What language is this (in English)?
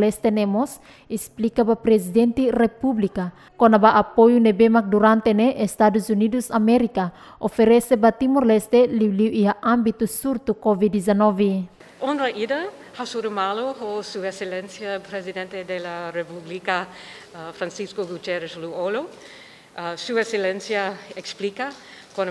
Tetum